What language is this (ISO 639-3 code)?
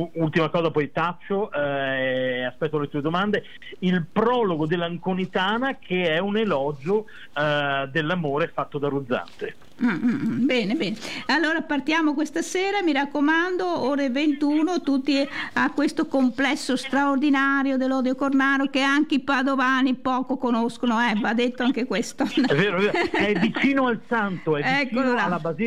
ita